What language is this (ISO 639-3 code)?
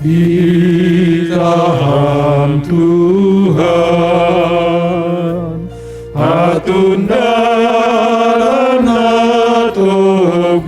bts